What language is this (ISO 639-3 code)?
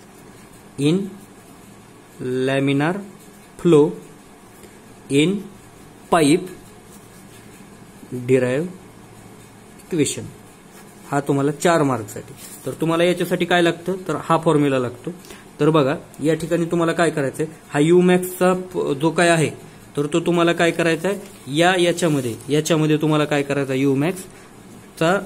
mar